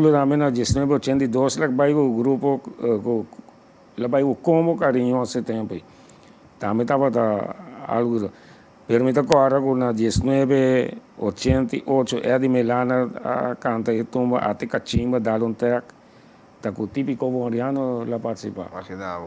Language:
Papiamento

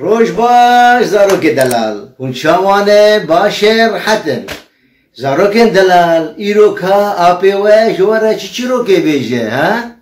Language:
Kurdish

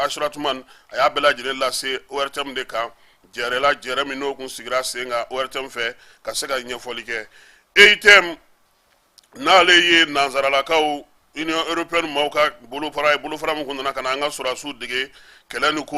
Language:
Bambara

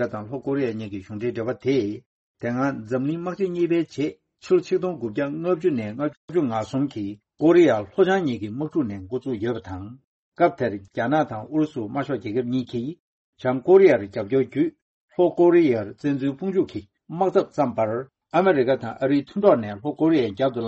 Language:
Tibetan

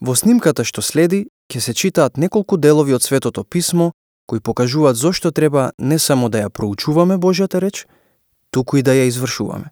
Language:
Macedonian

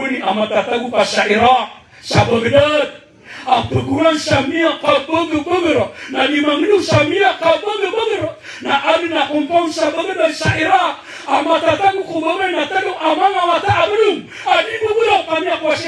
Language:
Maranao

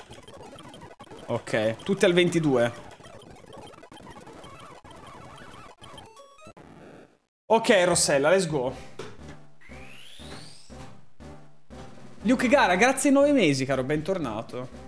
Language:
Italian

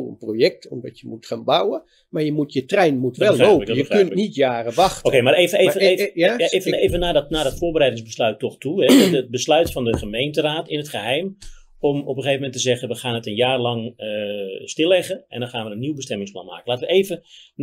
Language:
Dutch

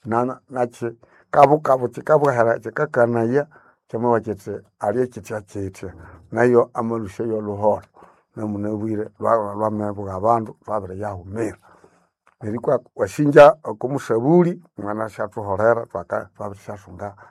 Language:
Nande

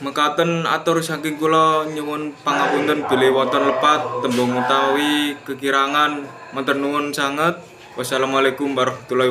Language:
Javanese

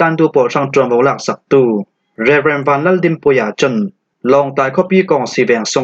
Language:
Falam Chin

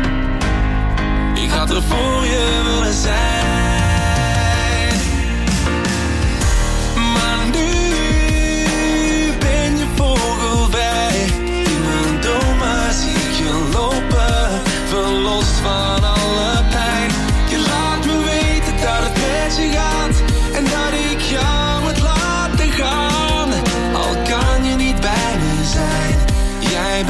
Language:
Dutch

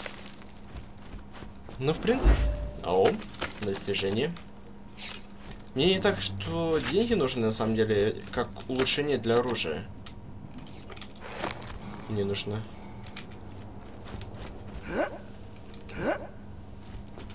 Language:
Russian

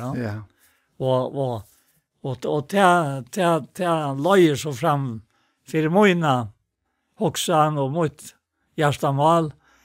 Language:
Faroese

